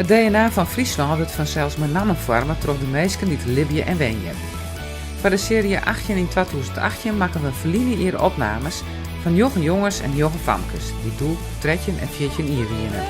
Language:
Western Frisian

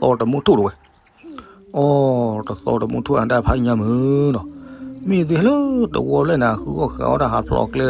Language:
S'gaw Karen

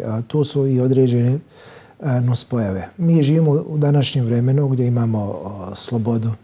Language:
Bosnian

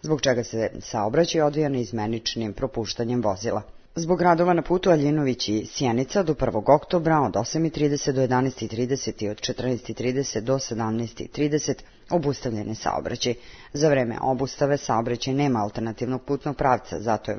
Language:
Serbian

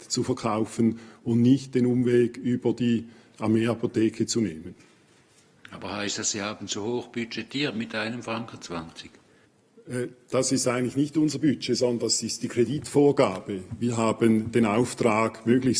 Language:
Swiss German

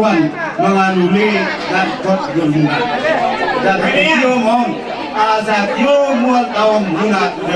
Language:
Batak Toba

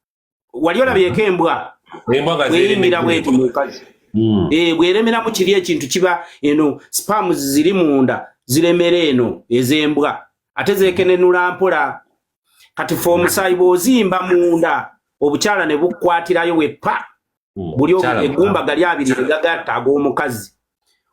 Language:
Ganda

